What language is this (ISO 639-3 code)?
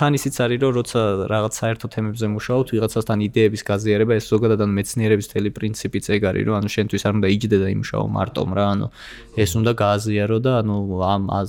kat